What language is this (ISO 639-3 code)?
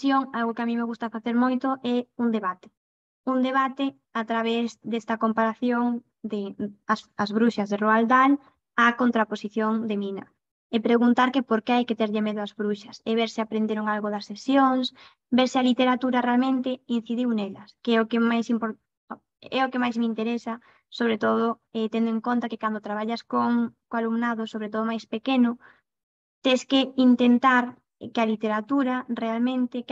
glg